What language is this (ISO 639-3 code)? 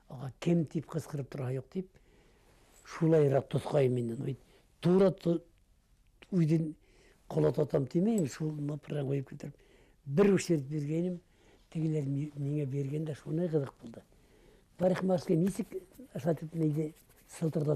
bak